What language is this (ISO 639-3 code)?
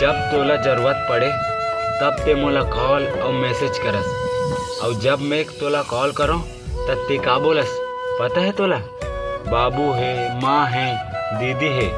hne